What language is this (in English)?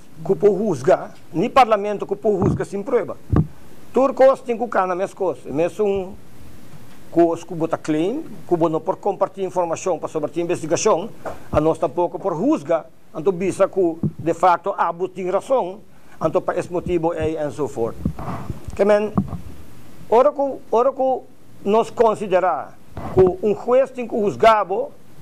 Papiamento